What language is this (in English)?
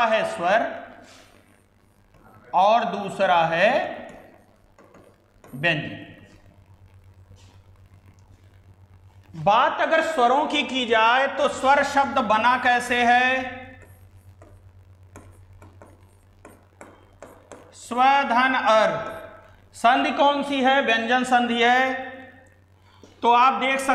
Hindi